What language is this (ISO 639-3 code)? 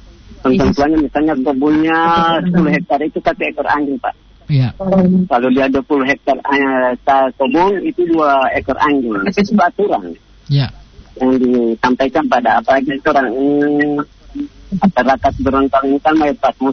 ind